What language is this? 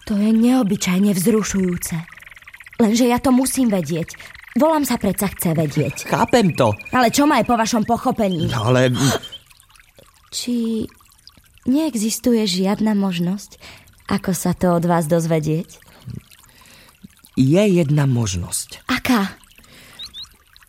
Slovak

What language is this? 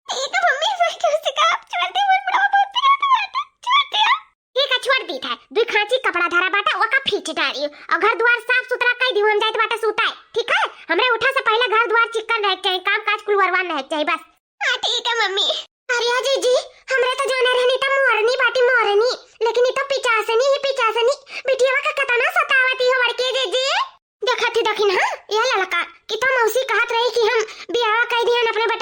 Awadhi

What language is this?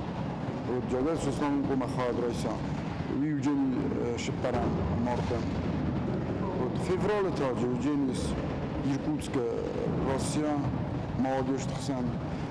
Ossetic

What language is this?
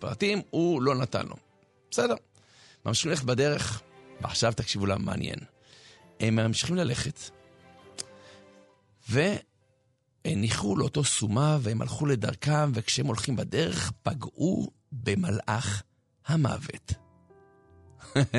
Hebrew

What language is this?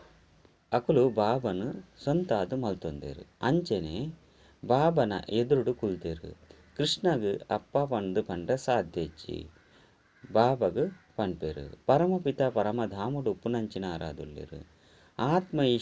Tulu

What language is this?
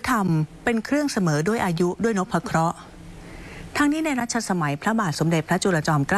Thai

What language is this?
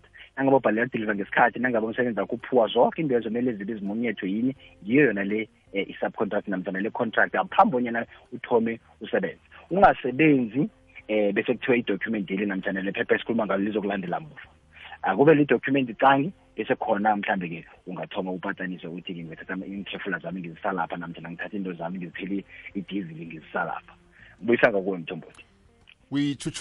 South Ndebele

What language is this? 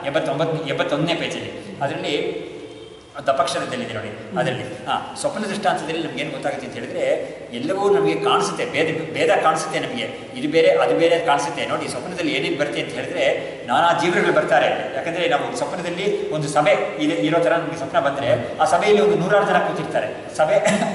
Kannada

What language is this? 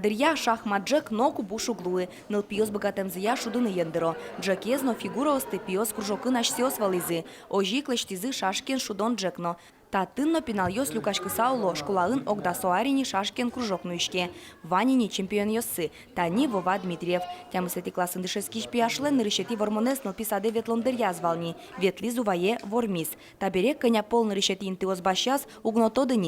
Udmurt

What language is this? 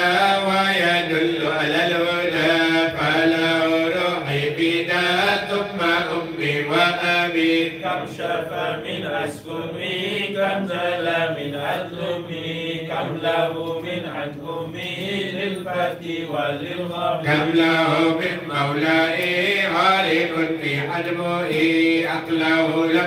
Arabic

